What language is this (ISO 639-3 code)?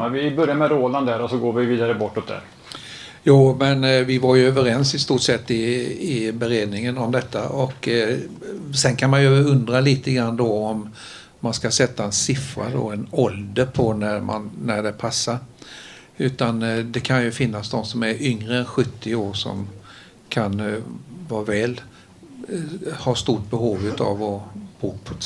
swe